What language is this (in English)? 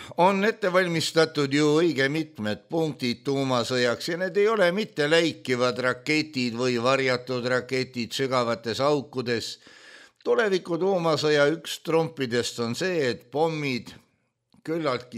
Estonian